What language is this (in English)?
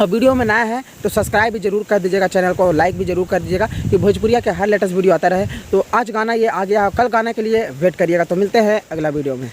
Bhojpuri